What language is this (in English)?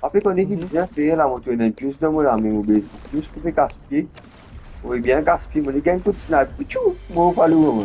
Morisyen